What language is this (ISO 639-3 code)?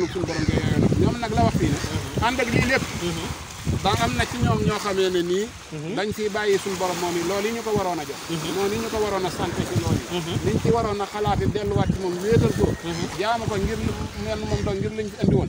wol